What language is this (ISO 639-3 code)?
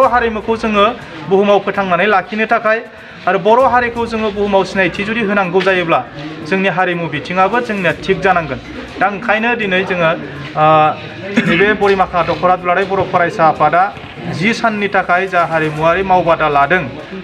brx